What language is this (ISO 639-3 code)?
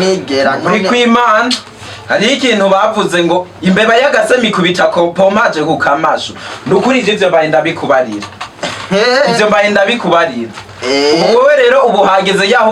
run